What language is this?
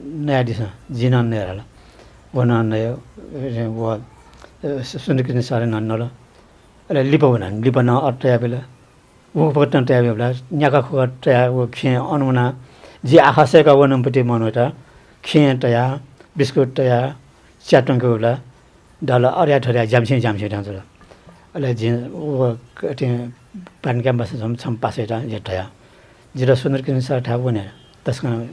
Newari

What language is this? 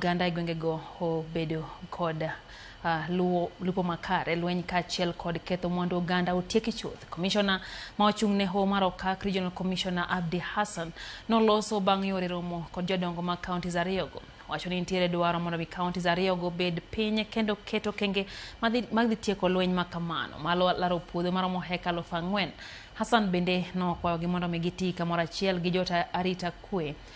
Luo (Kenya and Tanzania)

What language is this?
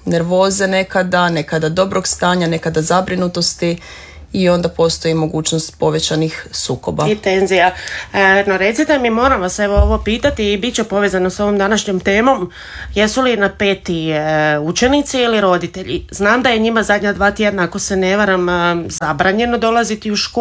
Croatian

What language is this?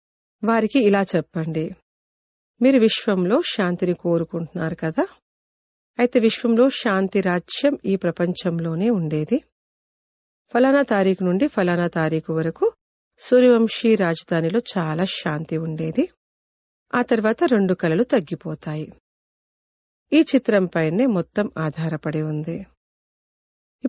Telugu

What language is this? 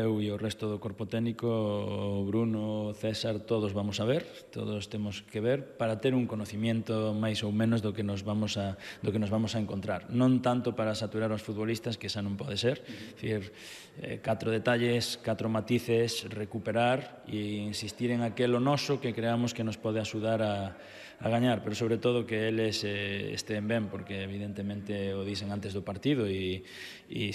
Galician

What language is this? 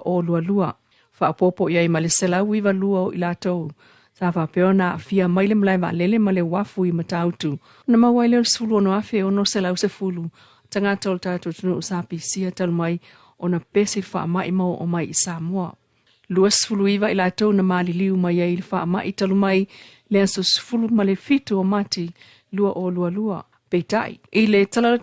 Samoan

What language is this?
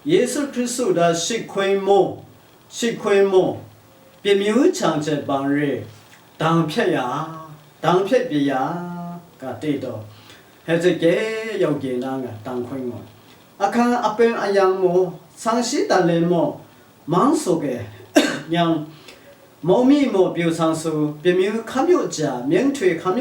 Lashi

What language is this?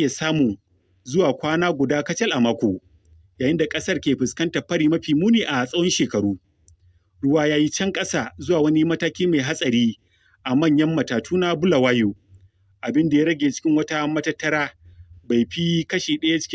Hausa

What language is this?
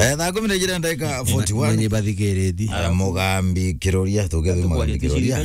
Meru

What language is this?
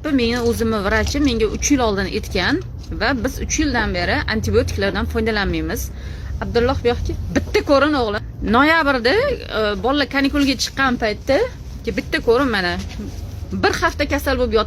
Uzbek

